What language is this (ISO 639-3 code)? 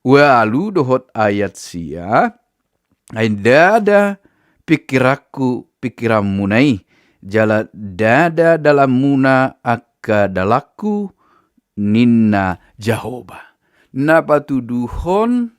bbc